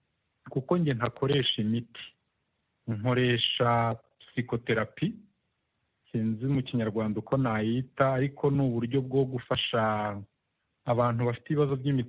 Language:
Kinyarwanda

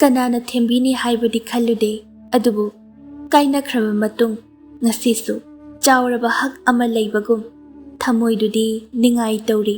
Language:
Manipuri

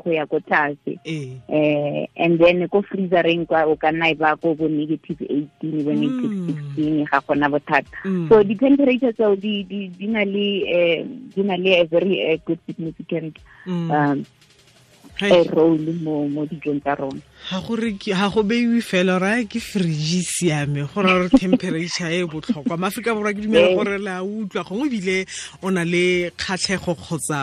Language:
Tswana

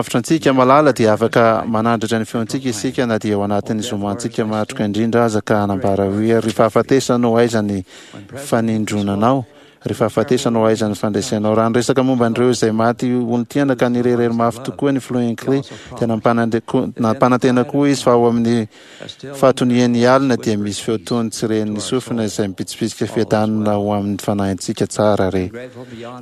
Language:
Malagasy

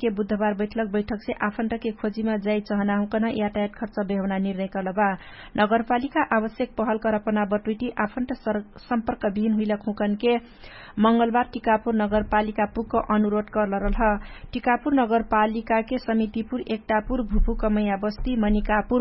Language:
Dangaura Tharu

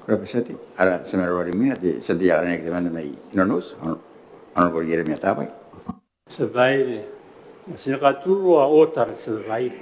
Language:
Gilbertese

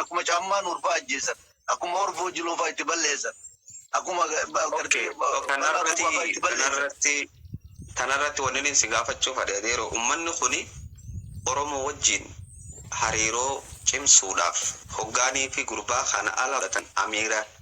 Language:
Oromo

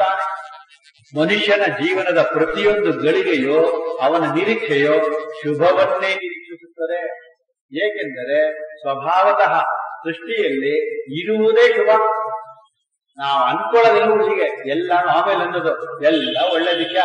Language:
Kannada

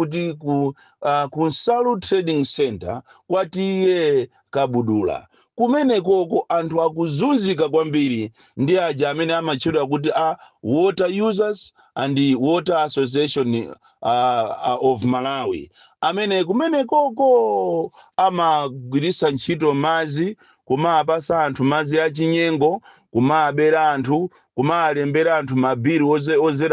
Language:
Nyanja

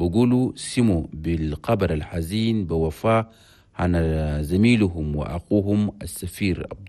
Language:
Chadian Arabic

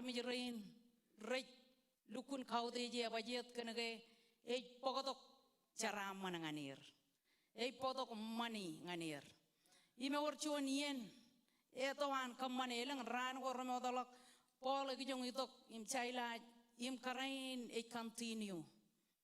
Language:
Marshallese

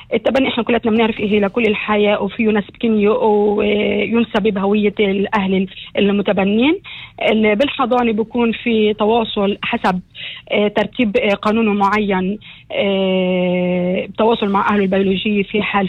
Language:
North Levantine Arabic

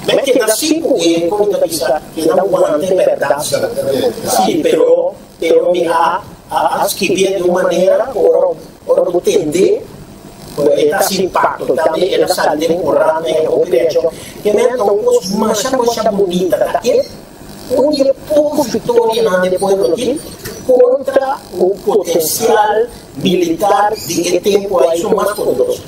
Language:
Papiamento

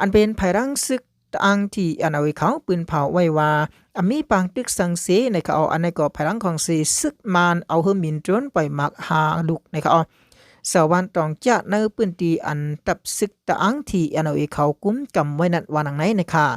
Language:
Shan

